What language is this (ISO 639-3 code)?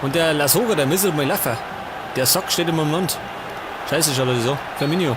bar